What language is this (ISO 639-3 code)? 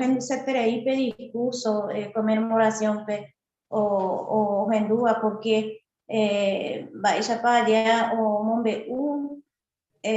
grn